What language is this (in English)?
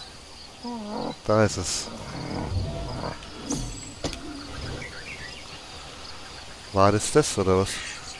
German